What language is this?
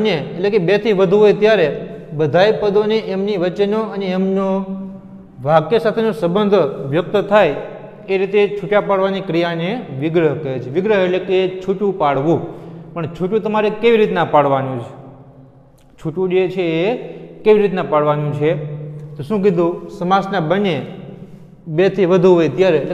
Gujarati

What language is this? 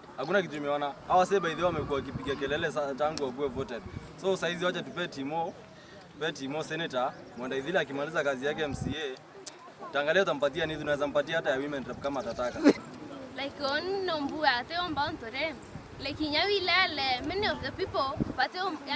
Meru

